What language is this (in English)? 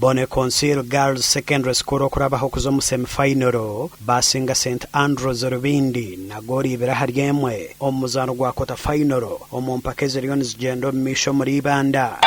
Nyankole